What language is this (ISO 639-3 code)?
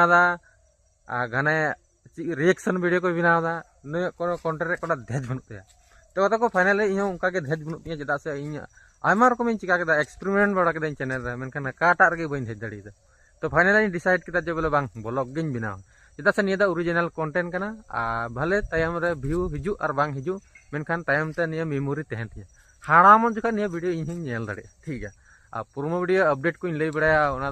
sat